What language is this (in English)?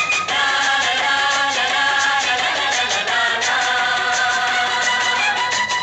Malayalam